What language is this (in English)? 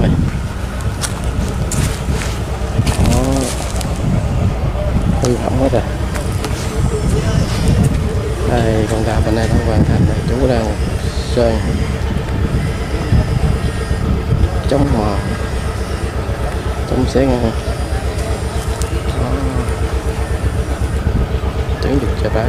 Vietnamese